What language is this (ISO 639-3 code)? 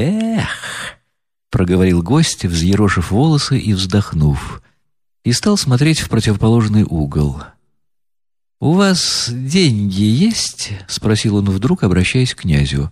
rus